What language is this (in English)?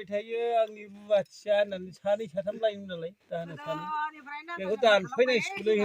Bodo